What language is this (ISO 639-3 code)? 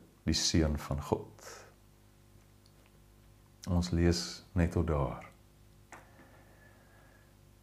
afr